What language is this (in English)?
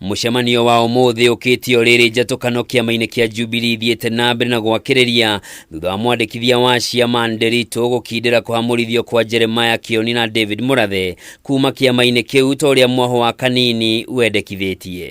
Kikuyu